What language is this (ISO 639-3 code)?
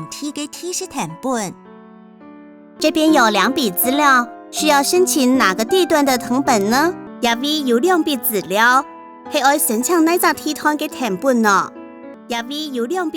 hak